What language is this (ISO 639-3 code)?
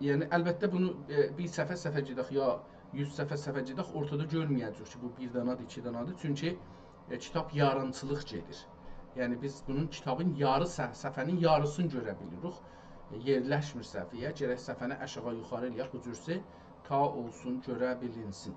azb